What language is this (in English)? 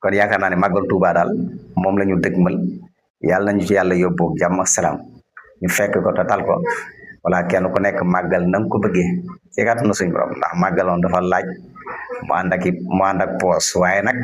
Wolof